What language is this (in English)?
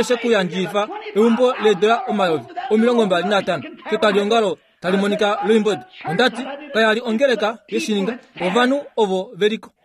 Kuanyama